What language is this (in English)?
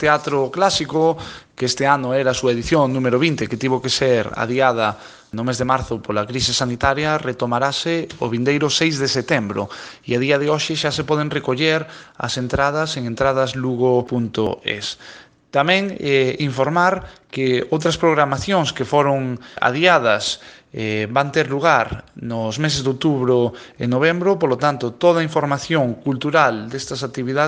Galician